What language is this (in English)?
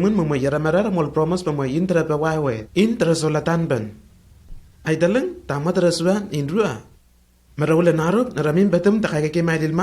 Lenakel